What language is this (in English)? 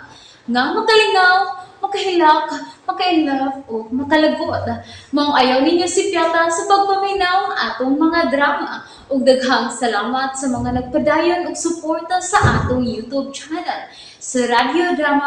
Cebuano